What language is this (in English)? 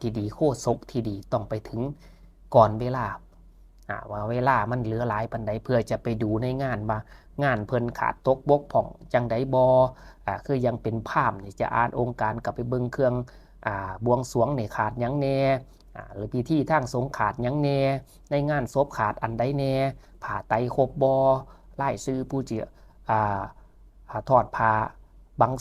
Lao